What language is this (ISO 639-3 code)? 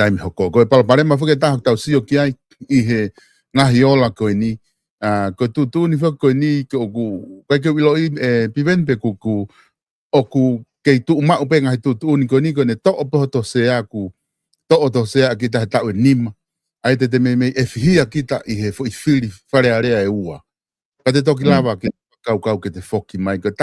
ton